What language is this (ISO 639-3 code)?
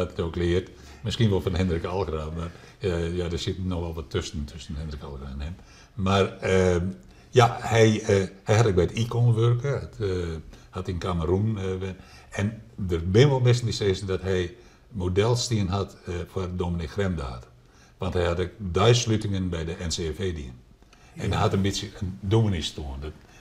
fry